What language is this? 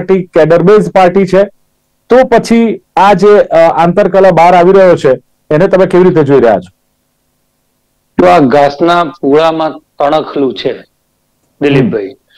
Gujarati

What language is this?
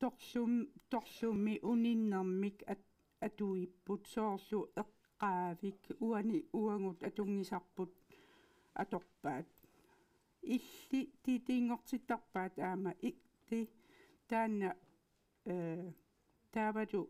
Kalaallisut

